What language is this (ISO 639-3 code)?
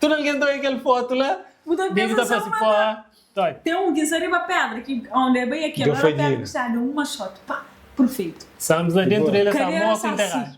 kea